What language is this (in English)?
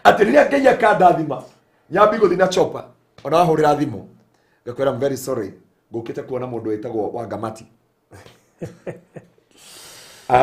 Kikuyu